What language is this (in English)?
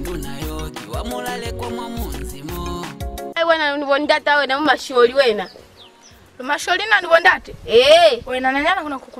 Lozi